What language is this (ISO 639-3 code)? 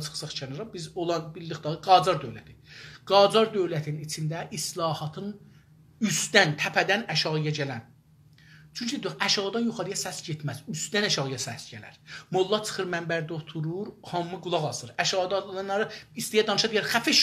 azb